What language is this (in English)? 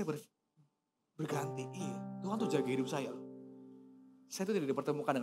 Indonesian